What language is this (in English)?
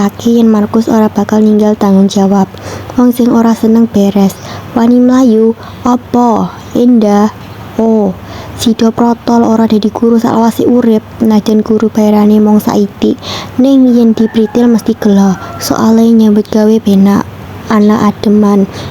Javanese